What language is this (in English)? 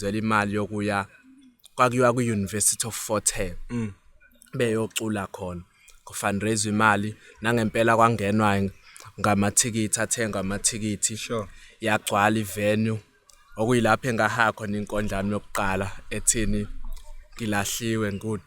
Zulu